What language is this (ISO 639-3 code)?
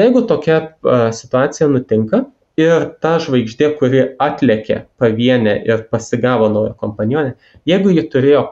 lit